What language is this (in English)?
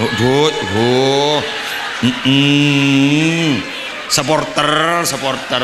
Madurese